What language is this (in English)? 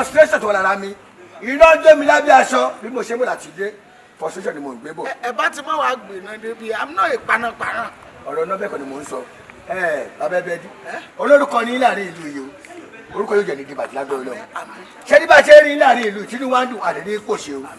Yoruba